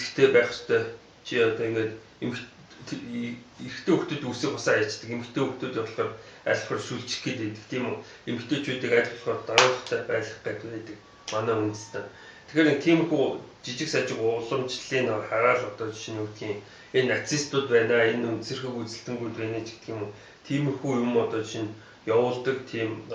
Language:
Mongolian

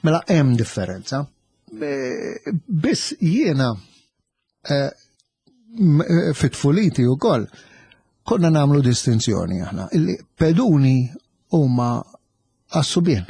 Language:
Maltese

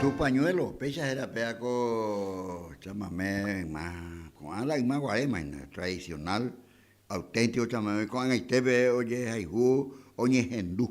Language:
Guarani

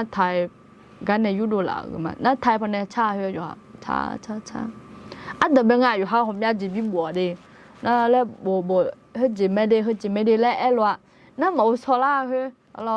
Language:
Akha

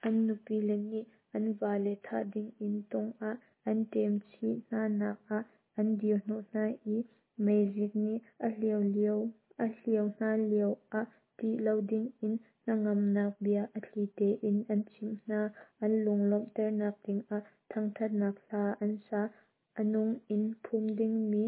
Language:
Hakha Chin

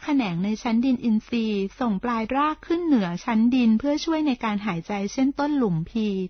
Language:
Thai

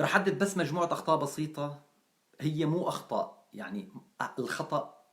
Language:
North Levantine Arabic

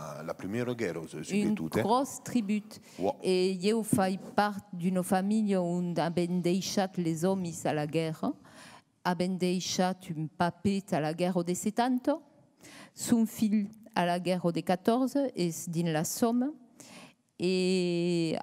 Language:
Occitan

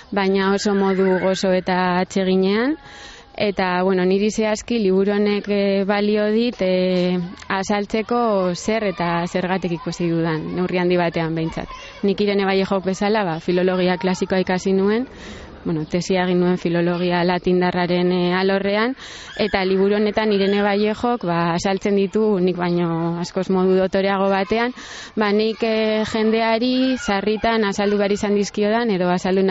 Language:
Basque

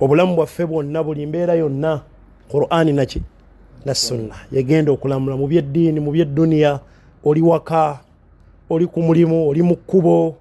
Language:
Ganda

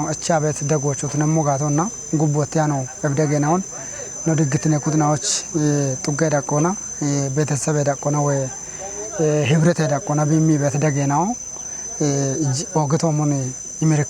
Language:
Kafa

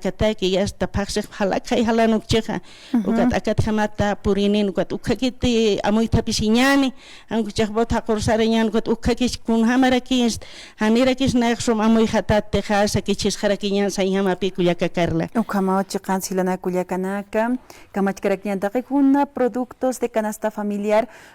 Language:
Aymara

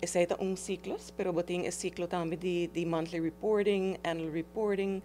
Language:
Papiamento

